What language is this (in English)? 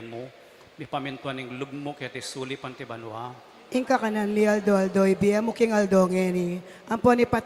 Pampanga